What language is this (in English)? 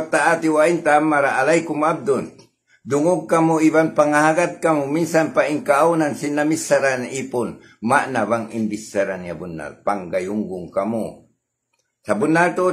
Tausug